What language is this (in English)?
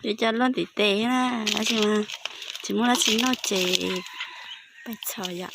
Hmong